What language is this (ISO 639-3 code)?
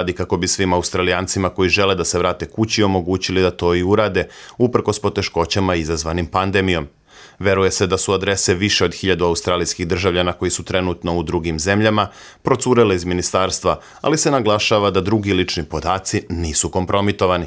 srp